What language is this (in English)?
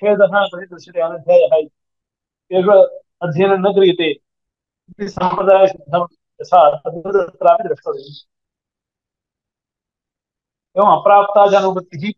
Sanskrit